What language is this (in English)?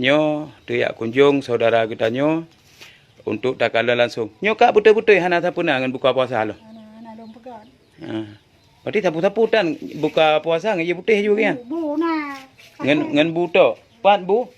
Achinese